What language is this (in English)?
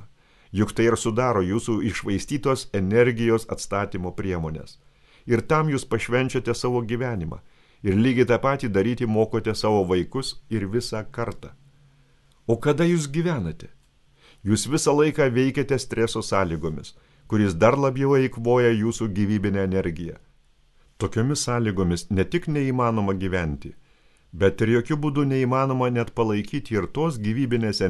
Lithuanian